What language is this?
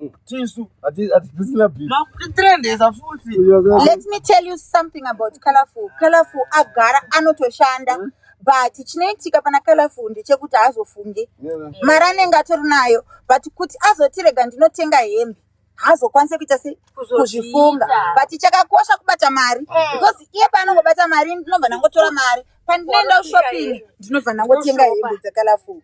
Shona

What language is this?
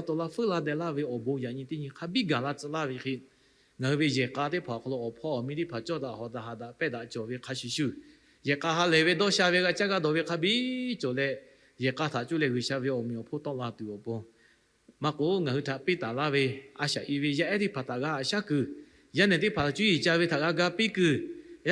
Lahu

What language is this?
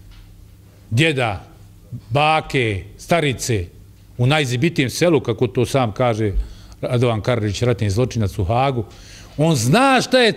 Bosnian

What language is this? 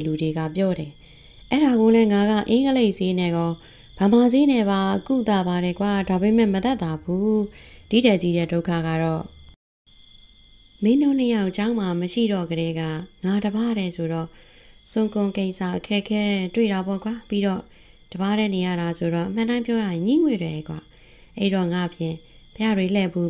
Burmese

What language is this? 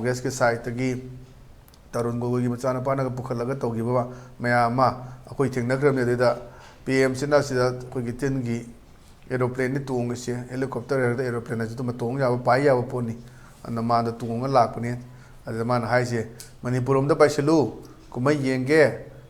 Manipuri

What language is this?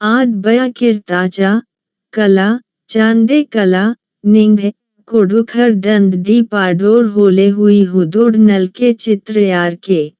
Kurukh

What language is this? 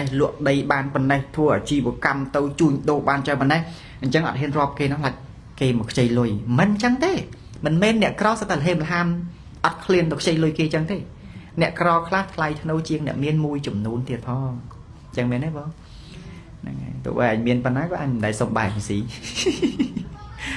Khmer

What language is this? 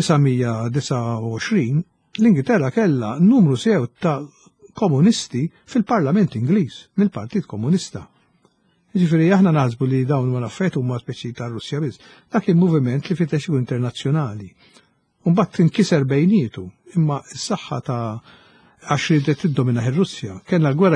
Maltese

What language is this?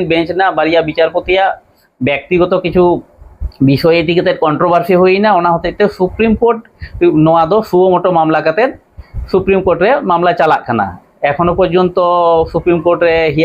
Santali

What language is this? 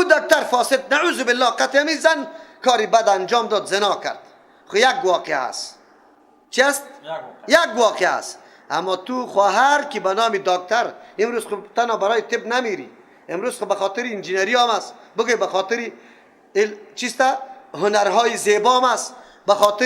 Persian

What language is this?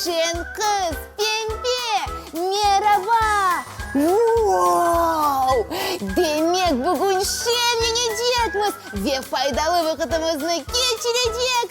Crimean Tatar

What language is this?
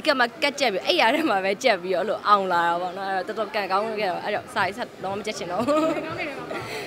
Burmese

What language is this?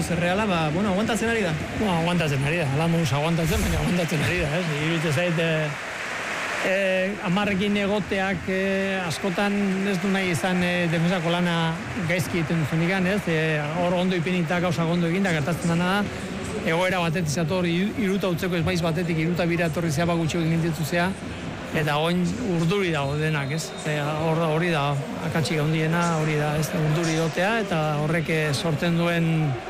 Basque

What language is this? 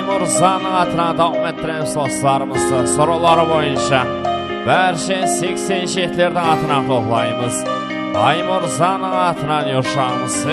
Kara-Kalpak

